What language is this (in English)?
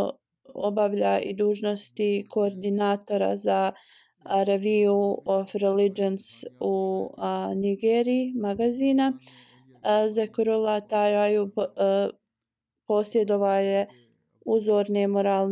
Bosnian